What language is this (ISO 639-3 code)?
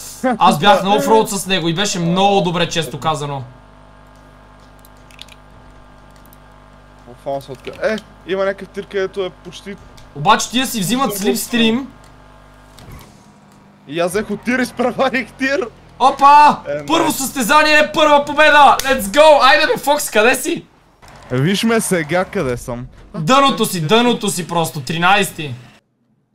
bul